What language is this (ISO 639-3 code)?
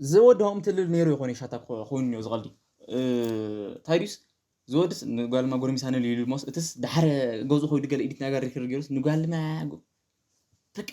tir